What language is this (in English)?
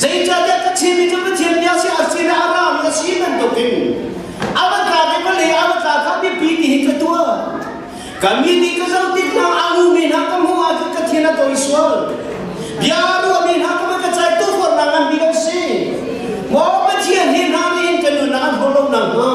Hakha Chin